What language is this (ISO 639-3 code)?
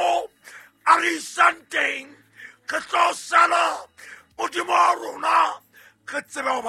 sot